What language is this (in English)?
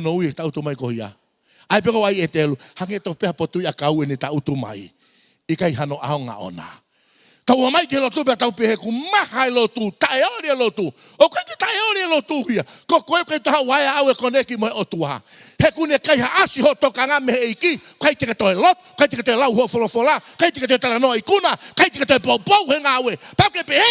Tongan